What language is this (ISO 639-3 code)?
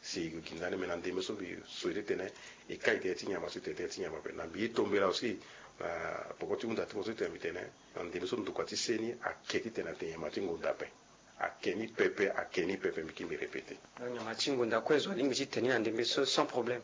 sag